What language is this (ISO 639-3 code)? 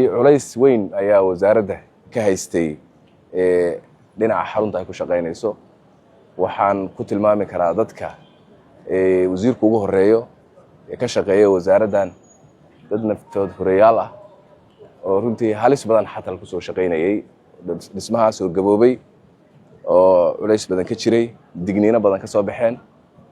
som